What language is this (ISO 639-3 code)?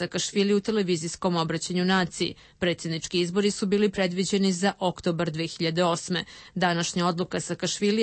srp